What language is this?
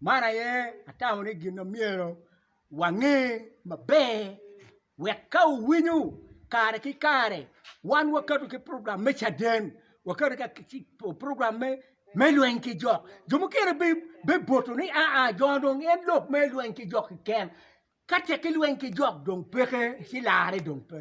Acoli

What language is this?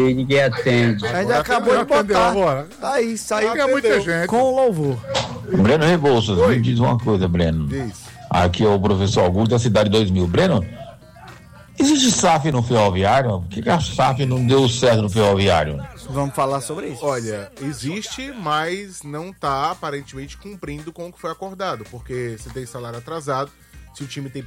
Portuguese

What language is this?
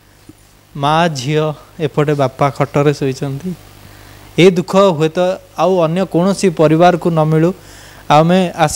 Odia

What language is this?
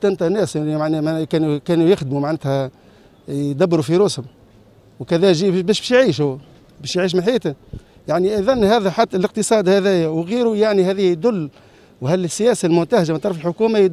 Tunisian Arabic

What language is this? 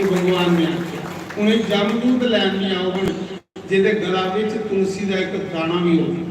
Dogri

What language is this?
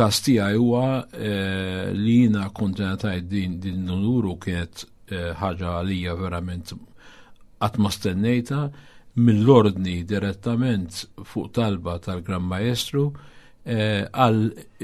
Maltese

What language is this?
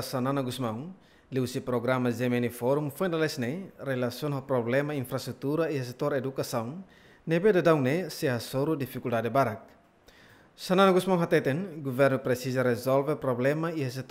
Tetum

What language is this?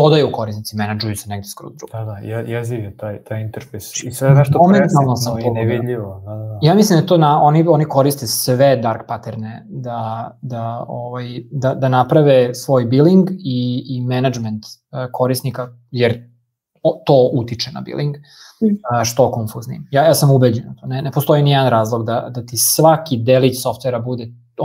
Serbian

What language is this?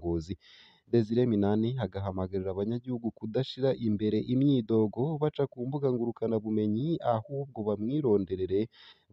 Rundi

